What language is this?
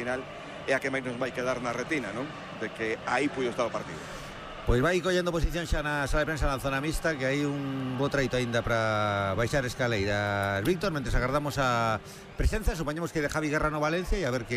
Galician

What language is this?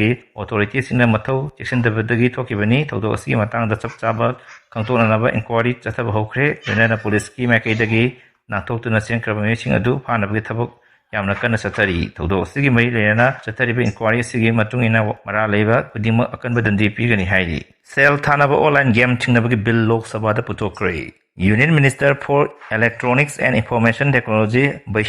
Manipuri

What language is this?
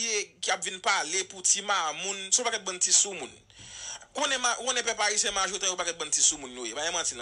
Haitian Creole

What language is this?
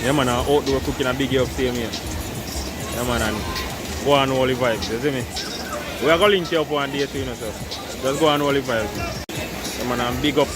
Jamaican Creole English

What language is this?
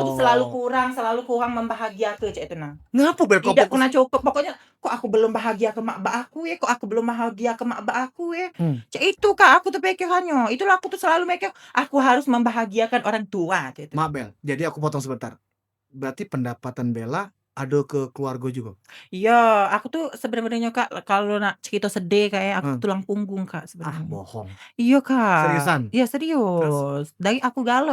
Musi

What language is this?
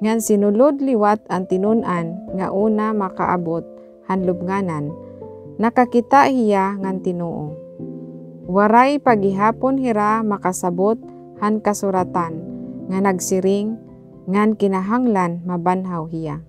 Waray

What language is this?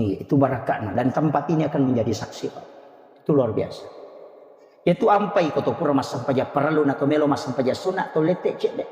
Buginese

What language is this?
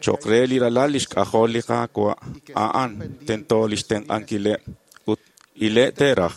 Kekchí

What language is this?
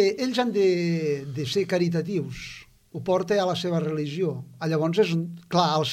Catalan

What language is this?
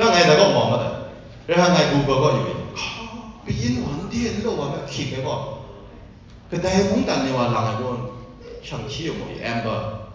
Kachin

